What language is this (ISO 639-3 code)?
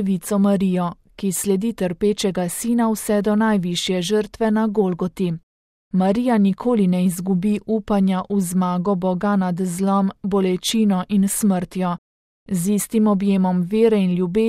slv